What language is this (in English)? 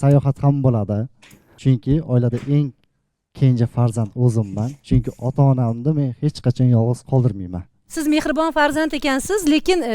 Uzbek